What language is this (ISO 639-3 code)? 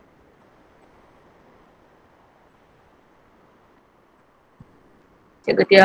msa